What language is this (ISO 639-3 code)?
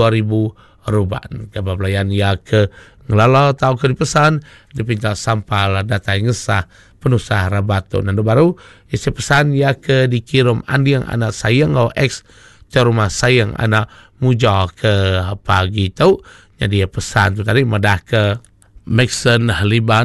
iba